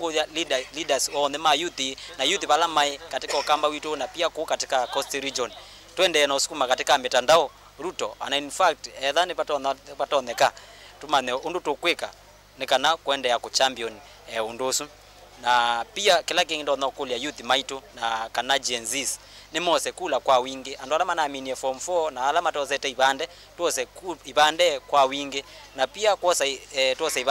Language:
Kamba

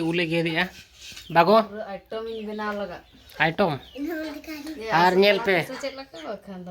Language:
Santali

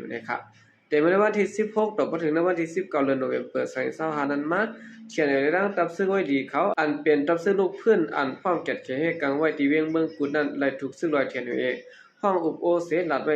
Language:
Shan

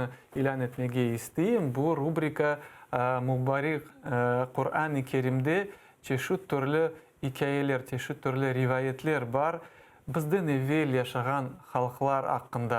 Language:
Crimean Tatar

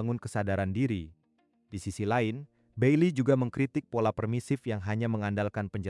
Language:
Indonesian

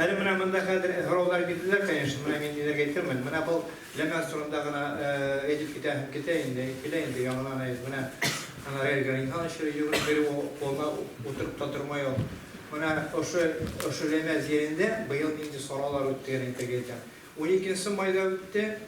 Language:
Bashkir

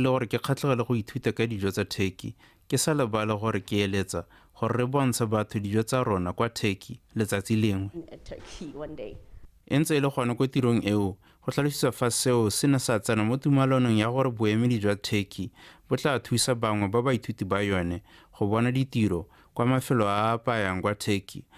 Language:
Tswana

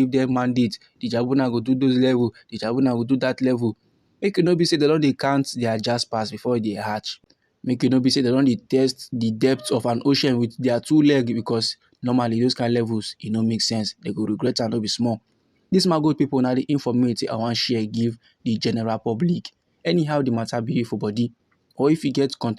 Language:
Nigerian Pidgin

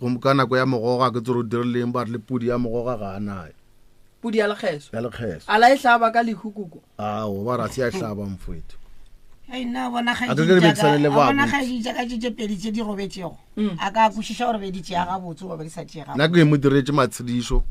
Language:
Northern Sotho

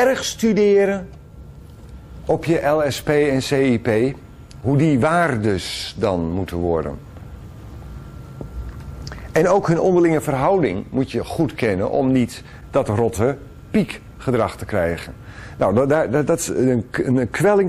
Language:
Dutch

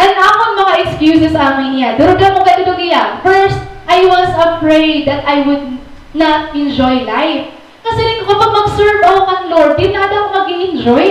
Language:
Waray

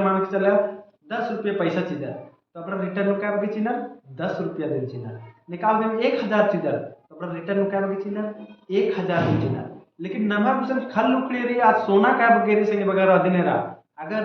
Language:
Kurukh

